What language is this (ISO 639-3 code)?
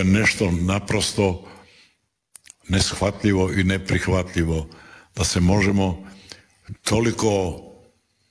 hrv